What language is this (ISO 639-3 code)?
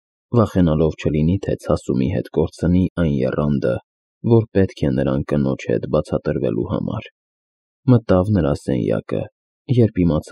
hye